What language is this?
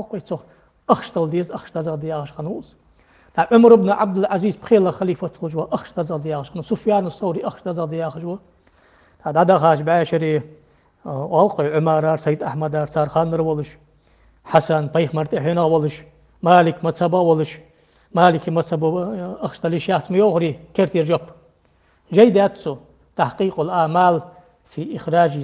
Ingush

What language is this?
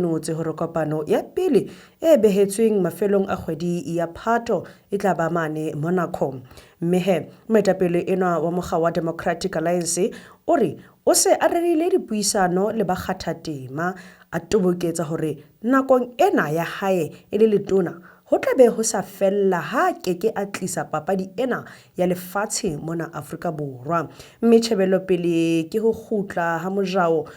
Southern Sotho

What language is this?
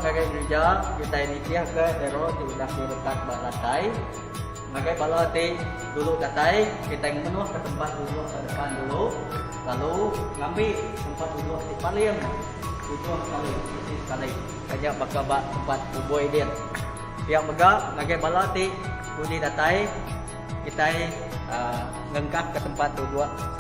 Iban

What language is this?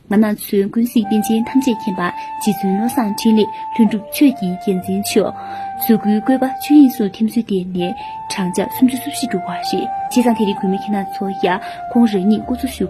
Tibetan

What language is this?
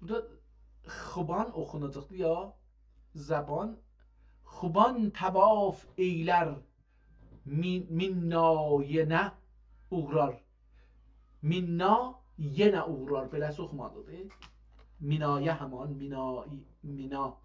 South Azerbaijani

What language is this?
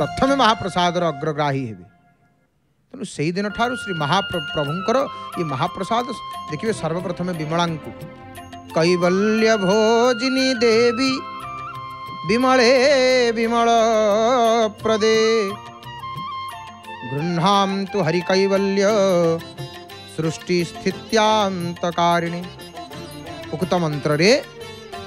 Odia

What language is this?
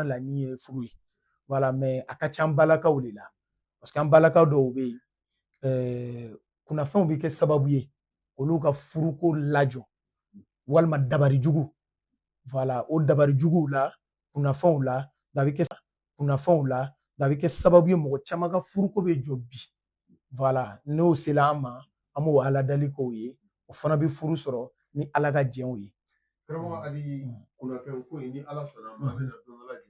Bambara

